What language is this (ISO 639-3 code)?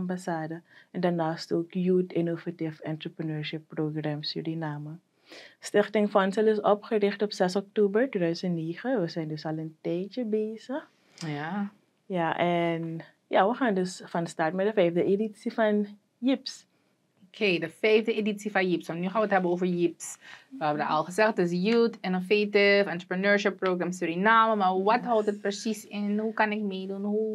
nld